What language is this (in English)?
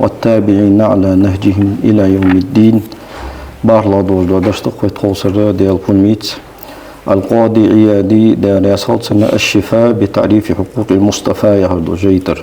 Ingush